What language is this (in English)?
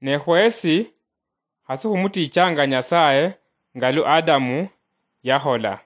Luyia